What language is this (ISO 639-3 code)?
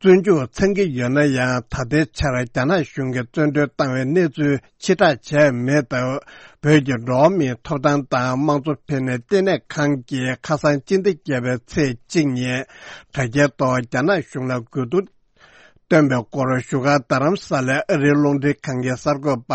bod